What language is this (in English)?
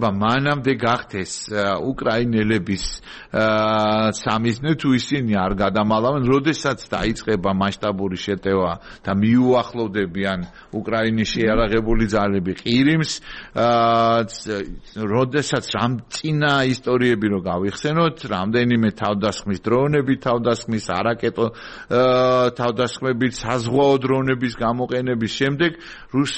Georgian